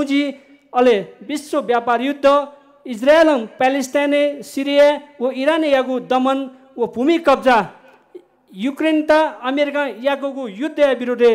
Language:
Newari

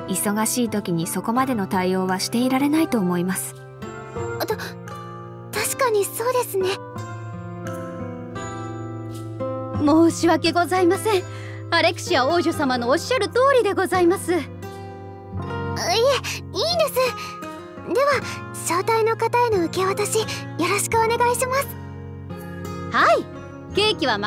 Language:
Japanese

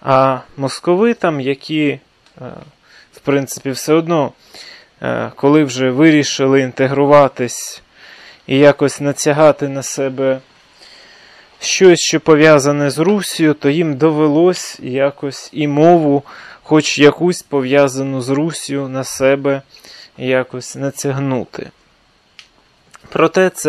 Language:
Ukrainian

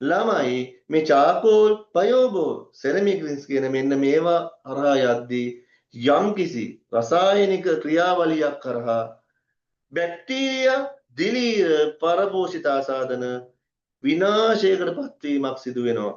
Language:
Sinhala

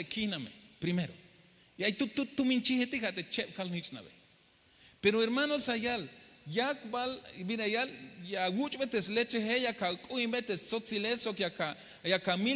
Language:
Tzeltal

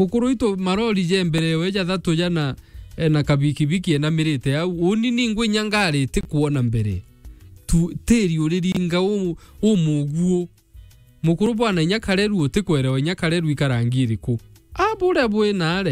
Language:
Meru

